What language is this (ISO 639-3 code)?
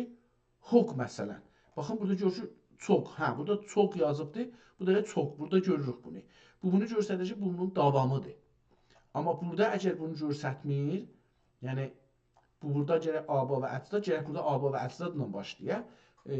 azb